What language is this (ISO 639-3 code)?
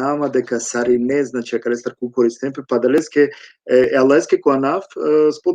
rmn